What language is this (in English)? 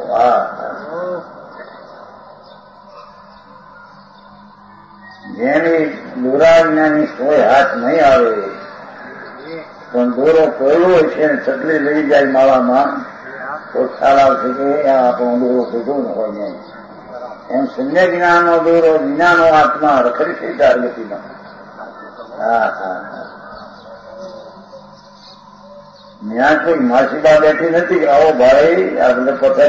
Gujarati